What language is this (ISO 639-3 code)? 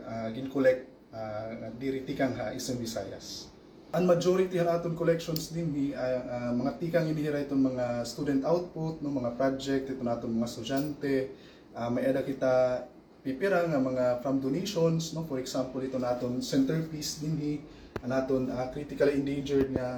war